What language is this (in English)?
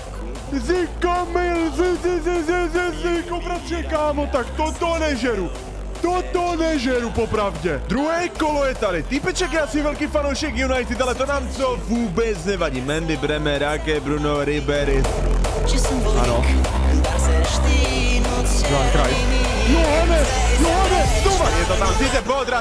Czech